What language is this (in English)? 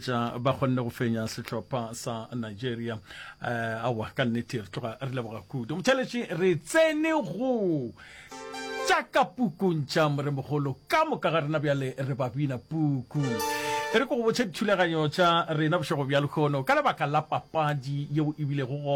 Northern Sotho